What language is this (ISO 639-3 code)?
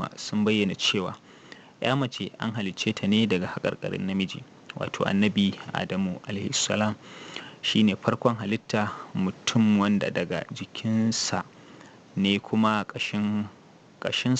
hau